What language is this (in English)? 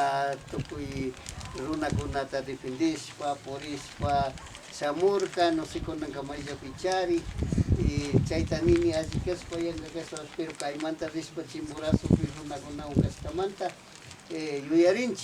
Imbabura Highland Quichua